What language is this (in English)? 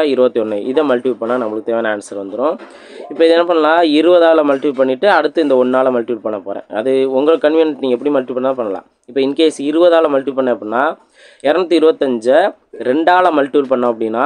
Tamil